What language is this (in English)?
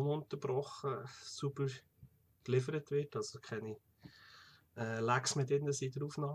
Swiss German